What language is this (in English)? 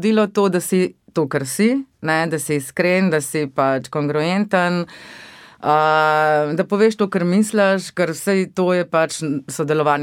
Slovenian